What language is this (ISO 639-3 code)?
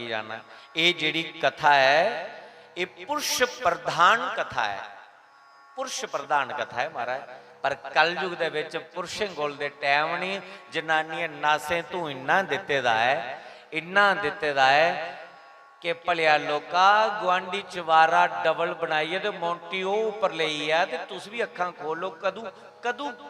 doi